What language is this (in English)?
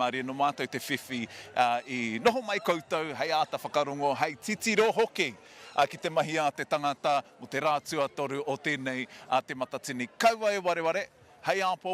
Māori